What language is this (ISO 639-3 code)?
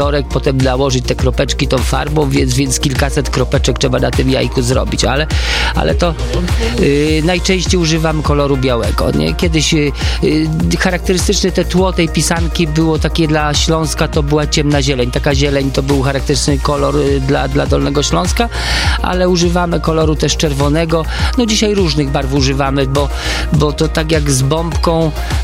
pol